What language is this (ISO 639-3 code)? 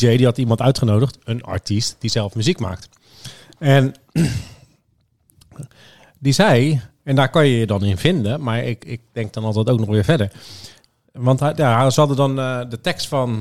nld